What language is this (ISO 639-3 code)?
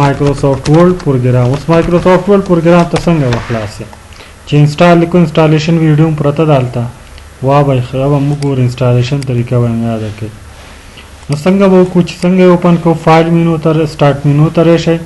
pus